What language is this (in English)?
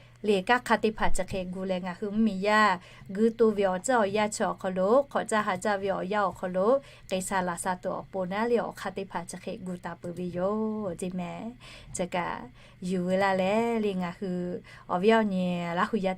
Lahu